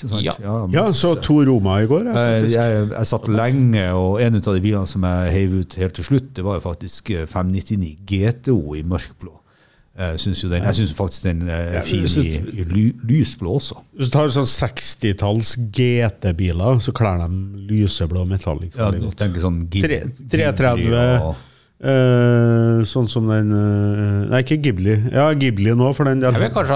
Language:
Norwegian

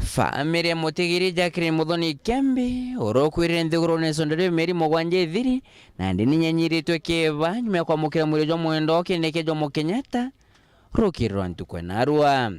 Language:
Meru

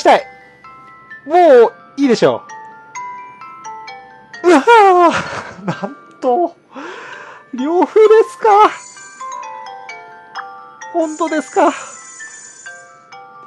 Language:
Japanese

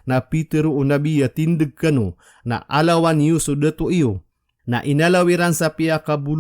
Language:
Maranao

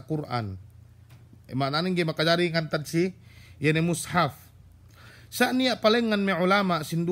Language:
Yakan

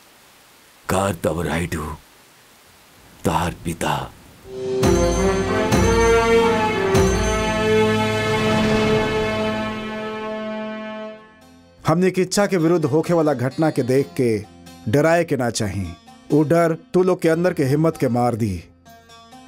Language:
Bhojpuri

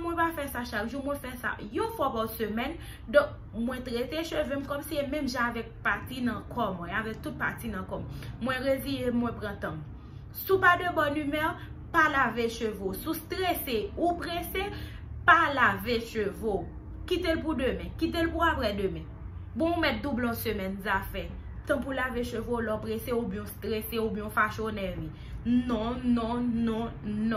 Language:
Haitian Creole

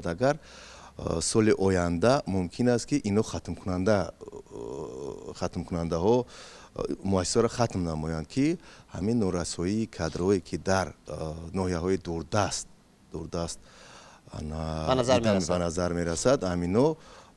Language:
Tajik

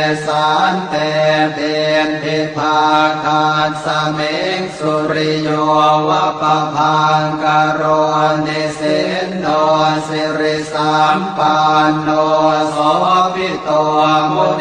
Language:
Pali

